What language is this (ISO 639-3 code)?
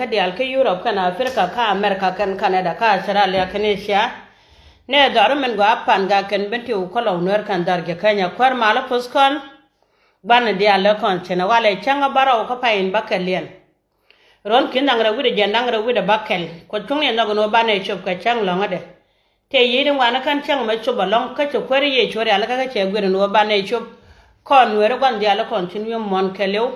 nus